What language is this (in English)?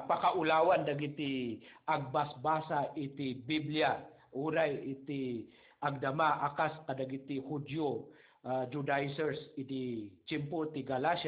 Iloko